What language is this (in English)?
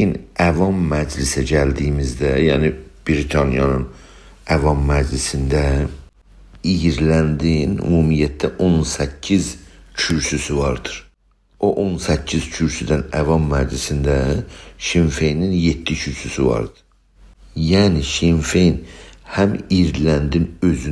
South Azerbaijani